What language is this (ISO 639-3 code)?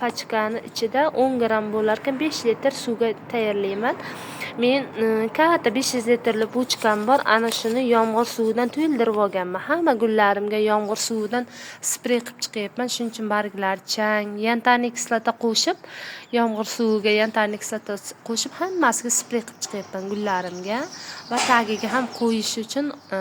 uzb